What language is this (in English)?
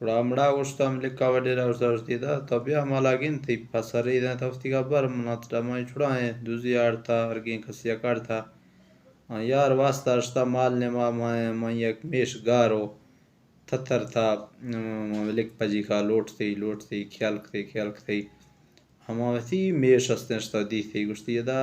Baluchi